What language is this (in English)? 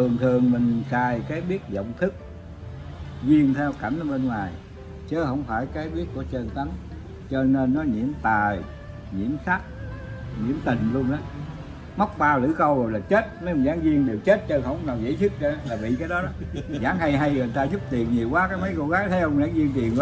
Vietnamese